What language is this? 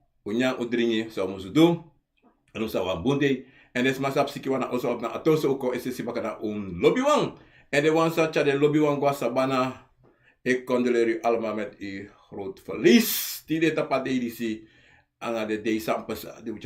Sranan Tongo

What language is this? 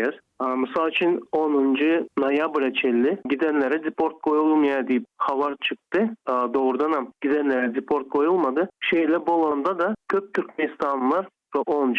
Turkmen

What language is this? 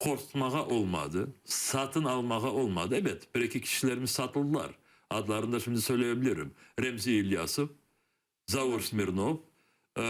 Crimean Tatar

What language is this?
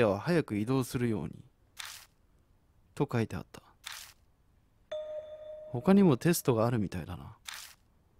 Japanese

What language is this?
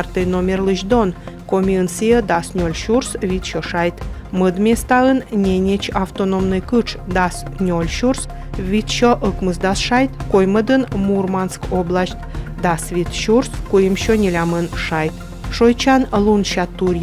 Komi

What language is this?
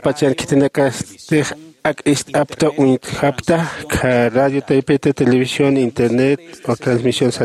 Aymara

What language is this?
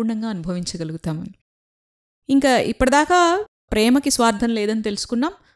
Telugu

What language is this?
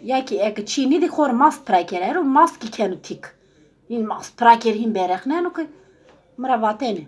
Zaza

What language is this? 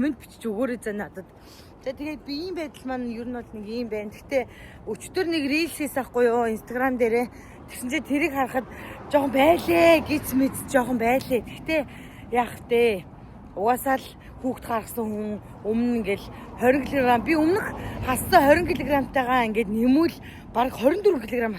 Mongolian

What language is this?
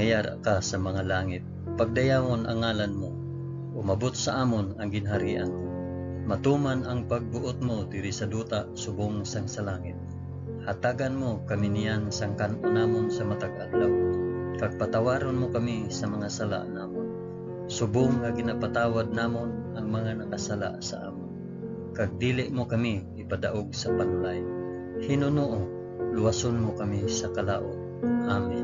Hiligaynon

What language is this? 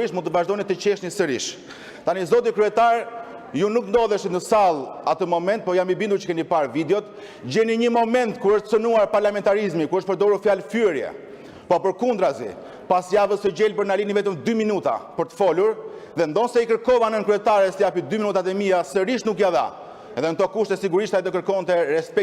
Albanian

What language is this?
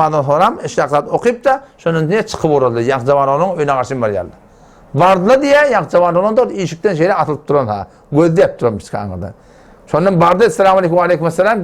Turkmen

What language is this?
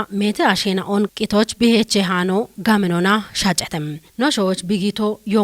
Kafa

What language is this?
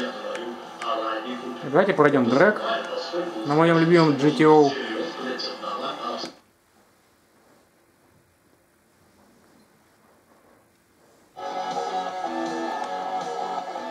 Russian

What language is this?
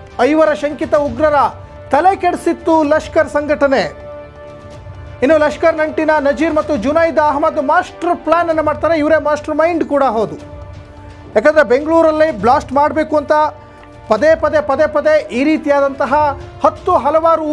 Kannada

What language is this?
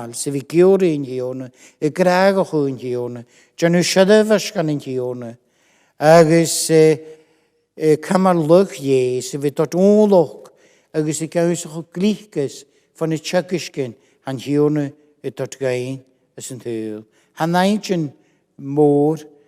Scottish Gaelic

